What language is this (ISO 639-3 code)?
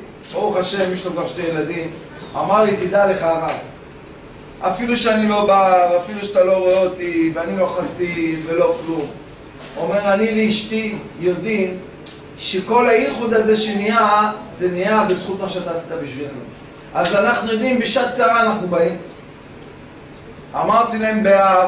heb